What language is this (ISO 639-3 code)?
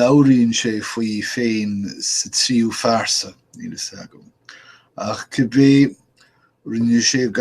gle